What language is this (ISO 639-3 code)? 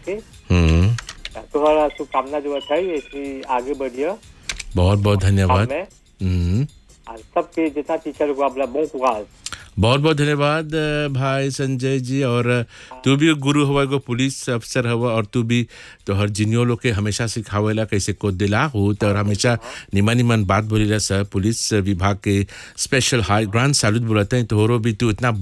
bho